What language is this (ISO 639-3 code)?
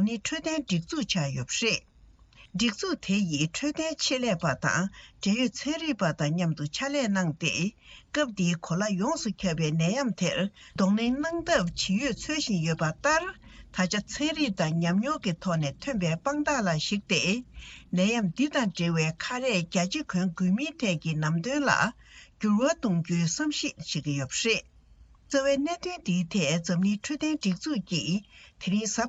bod